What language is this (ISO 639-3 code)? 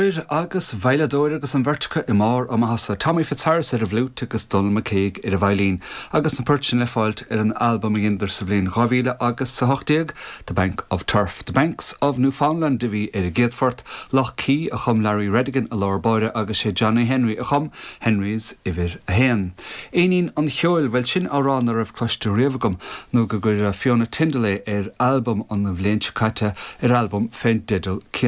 gle